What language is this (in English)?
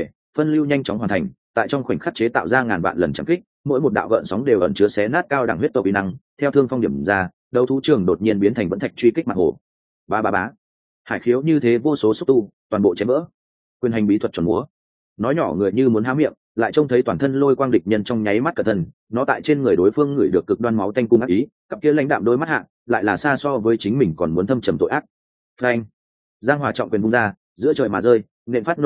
Vietnamese